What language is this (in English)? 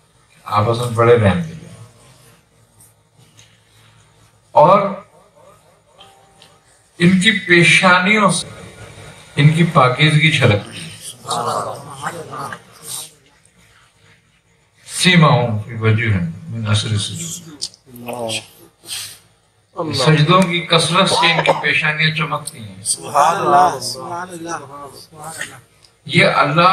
Urdu